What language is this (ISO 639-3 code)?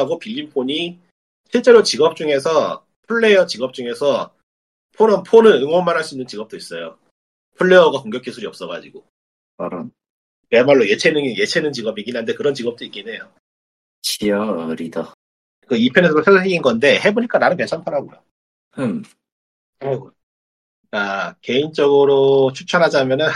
kor